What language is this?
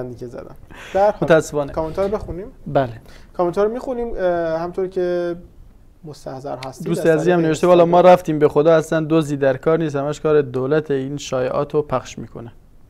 Persian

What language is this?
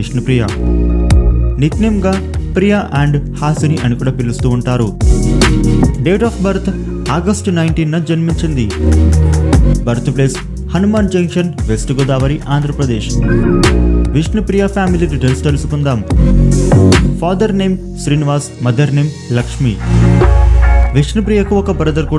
Telugu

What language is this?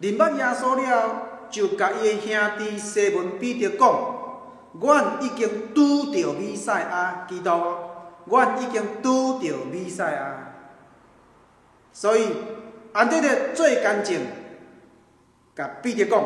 Min Nan Chinese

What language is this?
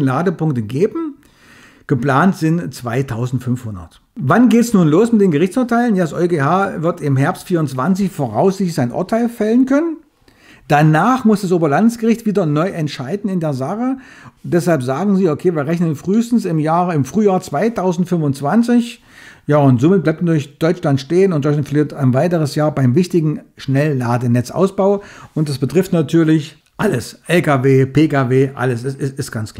German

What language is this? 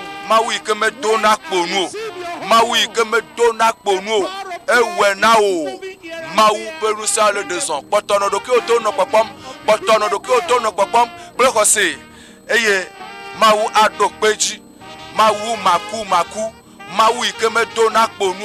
Ewe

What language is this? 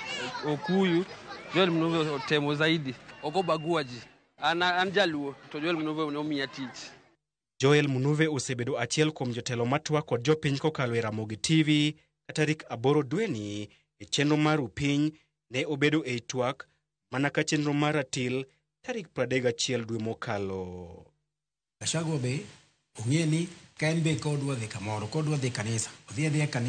Luo (Kenya and Tanzania)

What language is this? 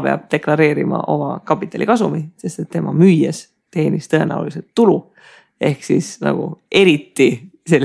Estonian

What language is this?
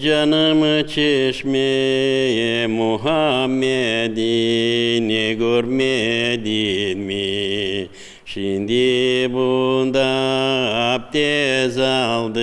Crimean Tatar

